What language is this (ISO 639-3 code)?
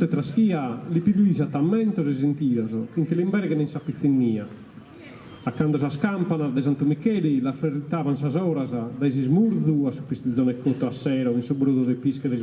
srd